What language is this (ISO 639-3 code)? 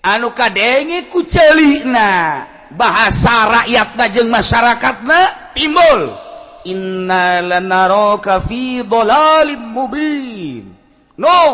sun